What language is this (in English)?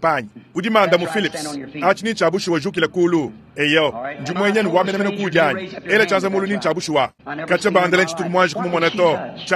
Luba-Lulua